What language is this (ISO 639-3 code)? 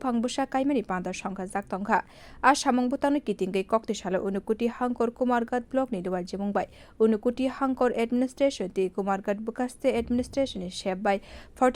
trp